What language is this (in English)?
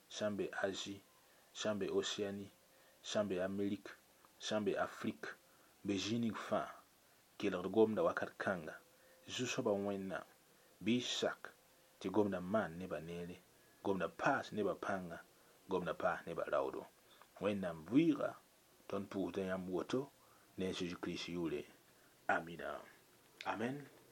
Mossi